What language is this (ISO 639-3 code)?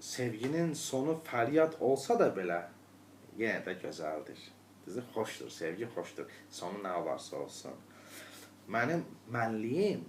aze